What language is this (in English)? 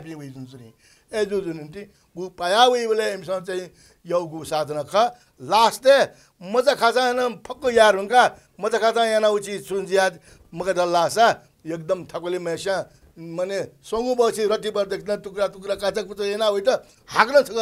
Newari